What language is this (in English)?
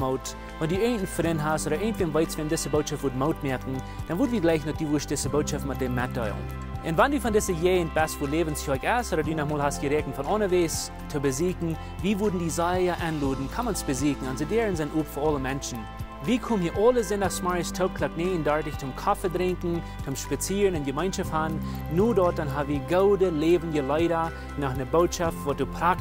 Plautdietsch